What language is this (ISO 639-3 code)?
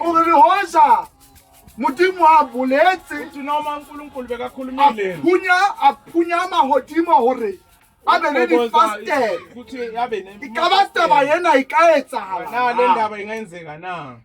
sot